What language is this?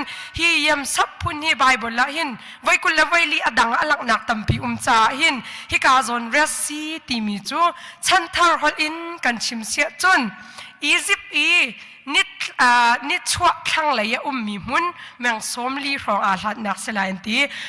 Hakha Chin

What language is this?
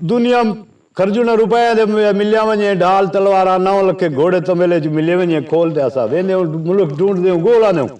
Saraiki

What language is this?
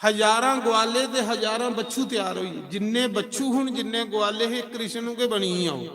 Dogri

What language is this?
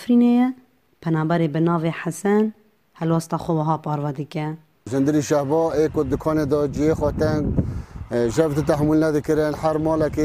Kurdish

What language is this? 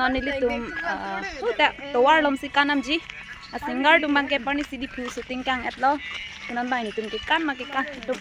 Karbi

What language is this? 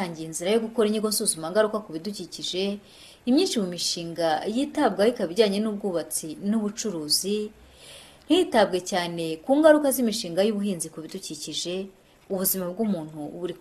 Kinyarwanda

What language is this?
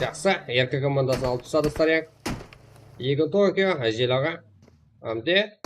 Kara-Kalpak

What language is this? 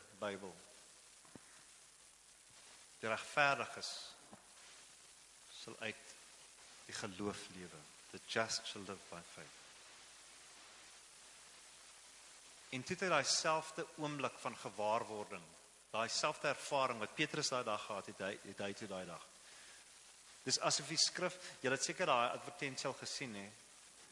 Afrikaans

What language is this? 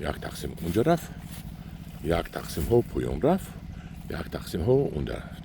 Tajik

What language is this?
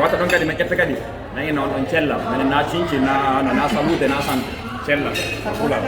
Fula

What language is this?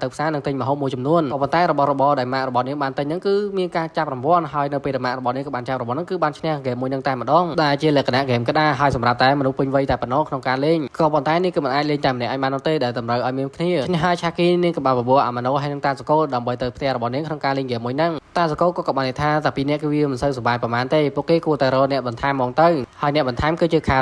Khmer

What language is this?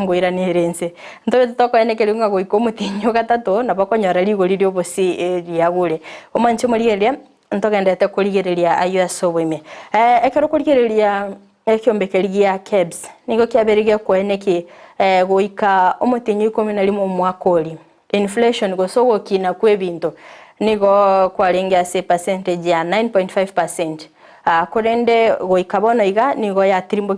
Gusii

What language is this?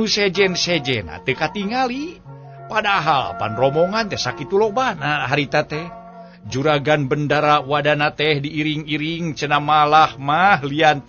Sundanese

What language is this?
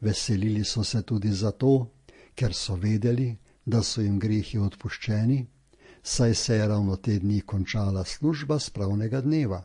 Slovenian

